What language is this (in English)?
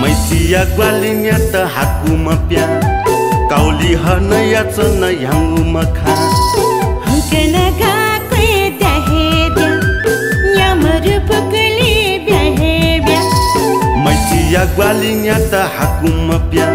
Newari